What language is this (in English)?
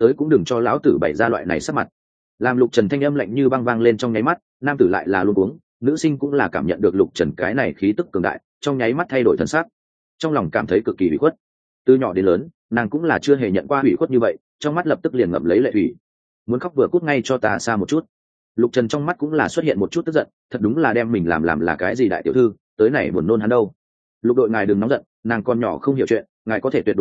Vietnamese